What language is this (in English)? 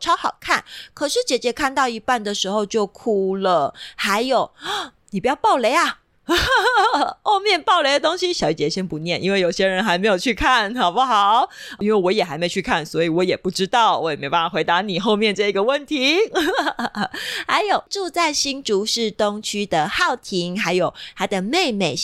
Chinese